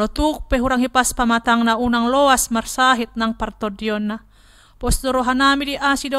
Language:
Batak Toba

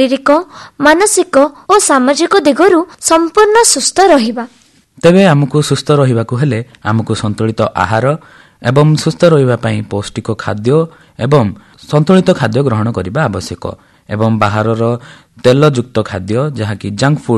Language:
Odia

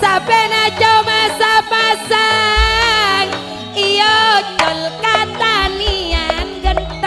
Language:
Madurese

